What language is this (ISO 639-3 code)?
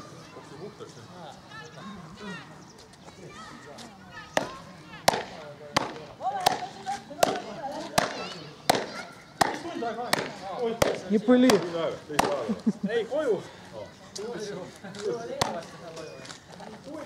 est